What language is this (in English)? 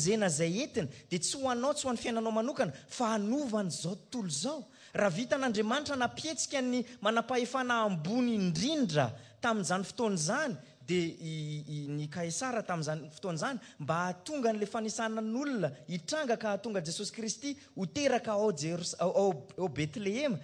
Malagasy